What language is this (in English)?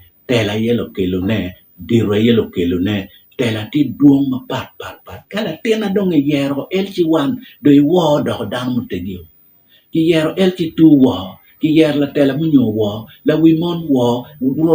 Acoli